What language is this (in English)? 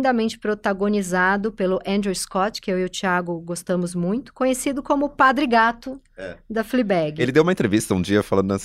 Portuguese